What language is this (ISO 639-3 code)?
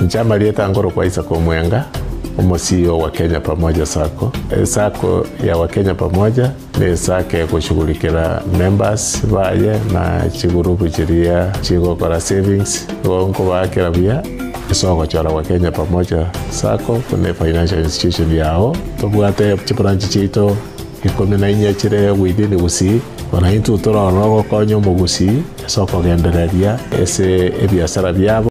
guz